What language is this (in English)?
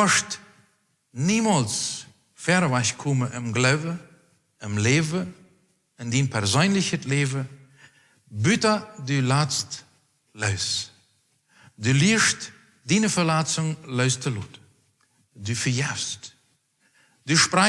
Plautdietsch